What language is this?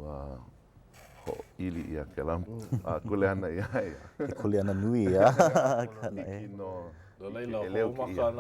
Hawaiian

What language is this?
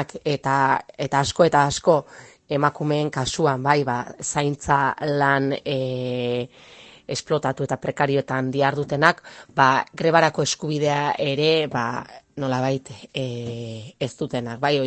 Basque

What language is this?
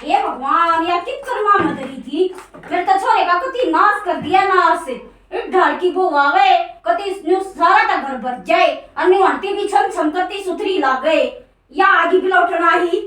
Haryanvi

